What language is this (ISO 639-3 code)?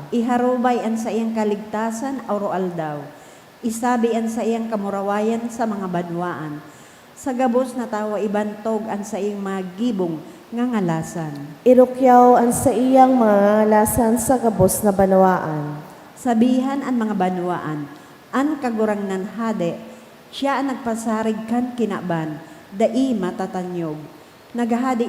bik